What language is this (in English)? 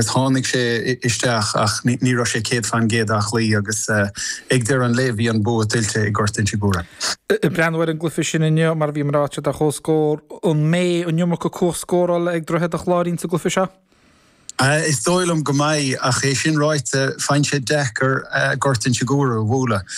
Irish